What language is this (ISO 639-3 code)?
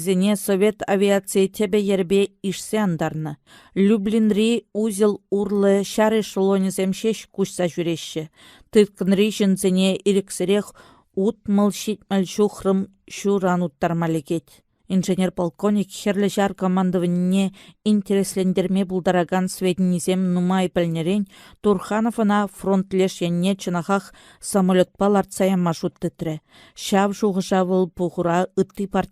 chv